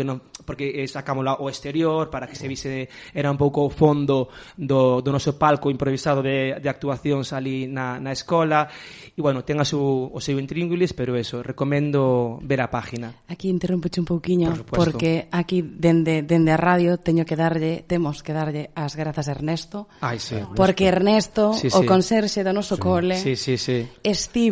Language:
Galician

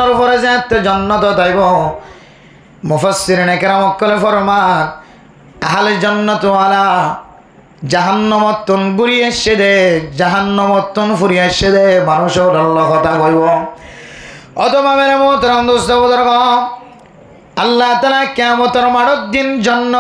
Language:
Rohingya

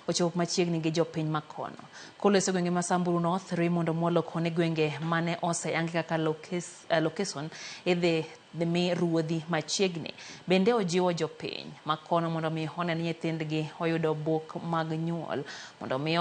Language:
Luo (Kenya and Tanzania)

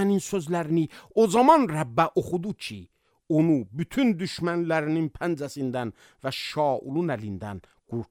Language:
Azerbaijani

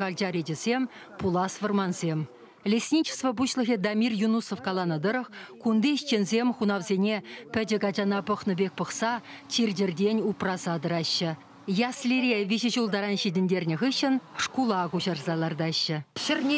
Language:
Chuvash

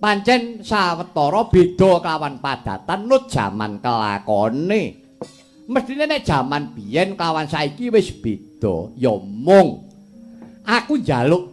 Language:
Javanese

